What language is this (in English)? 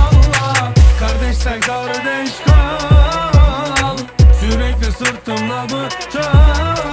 Turkish